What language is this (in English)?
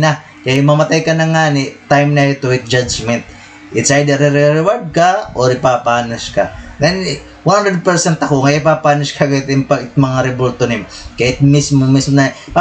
Waray